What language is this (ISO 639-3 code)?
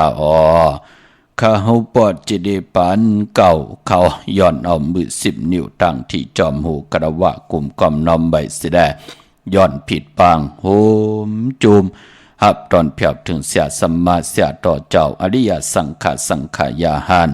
shn